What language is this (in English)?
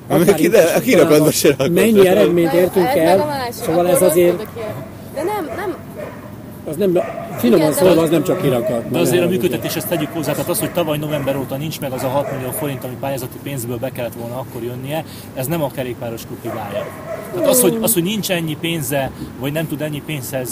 Hungarian